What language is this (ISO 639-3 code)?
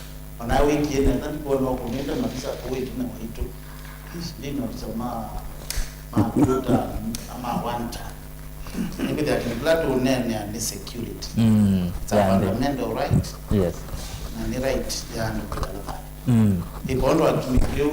kam